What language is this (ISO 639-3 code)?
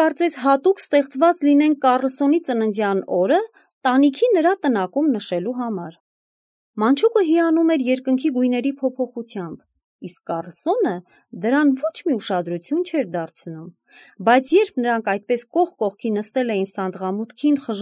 hye